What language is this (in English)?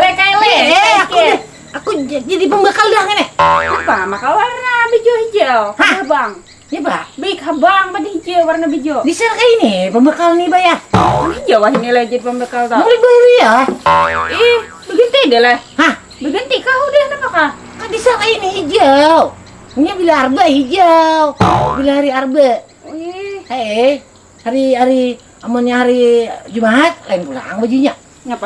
Banjar